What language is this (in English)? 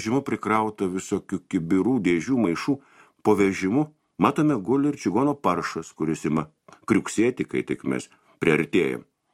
Lithuanian